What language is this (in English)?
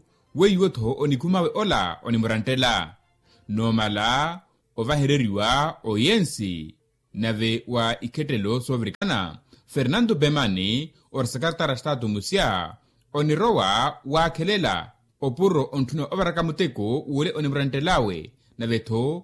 Makhuwa